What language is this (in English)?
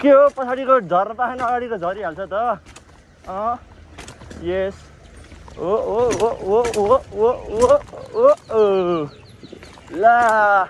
Nepali